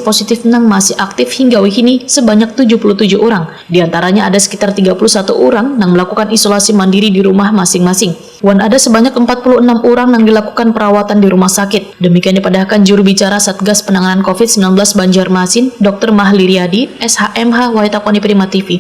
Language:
Banjar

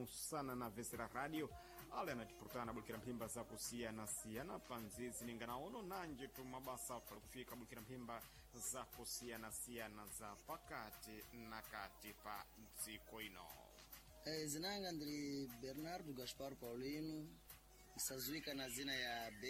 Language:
Sena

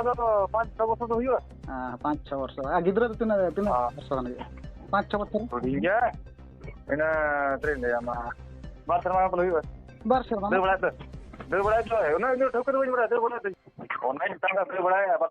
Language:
Santali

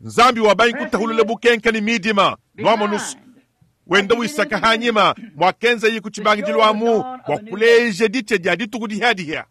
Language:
Luba-Lulua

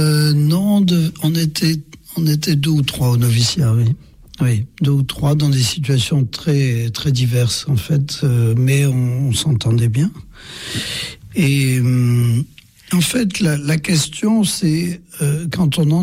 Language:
French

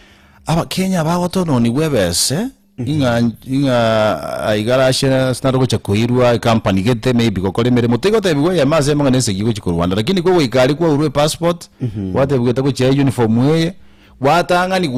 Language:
Gusii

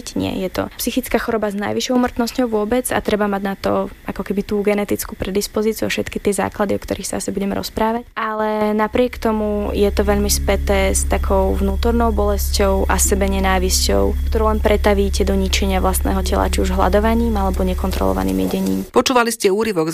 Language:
Slovak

